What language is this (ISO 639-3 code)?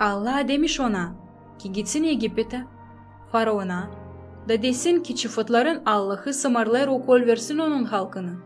gag